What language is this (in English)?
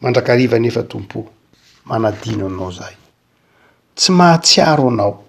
Malagasy